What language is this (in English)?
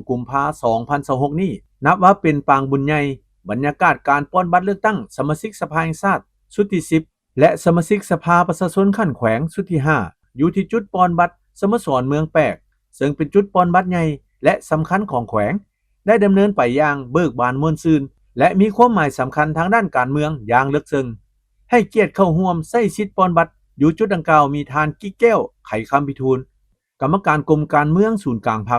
Lao